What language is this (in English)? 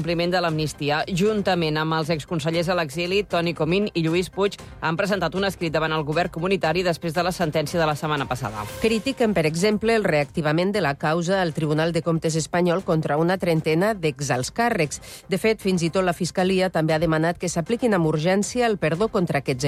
Catalan